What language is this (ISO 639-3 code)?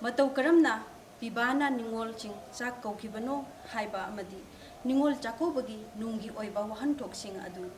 mni